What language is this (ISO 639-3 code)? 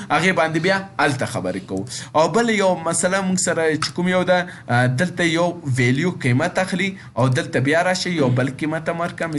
pus